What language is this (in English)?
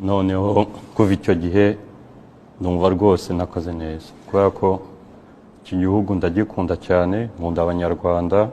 Kinyarwanda